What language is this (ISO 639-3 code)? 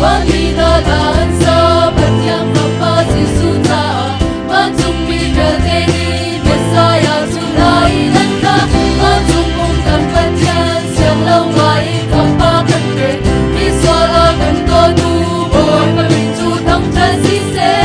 cnh